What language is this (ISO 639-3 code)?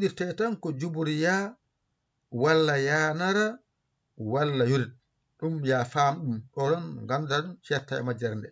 ful